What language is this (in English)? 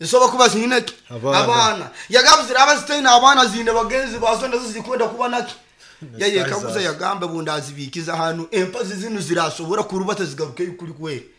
Nyoro